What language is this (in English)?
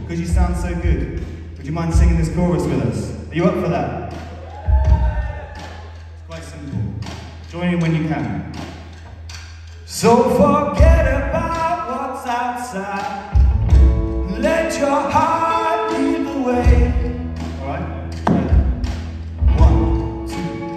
English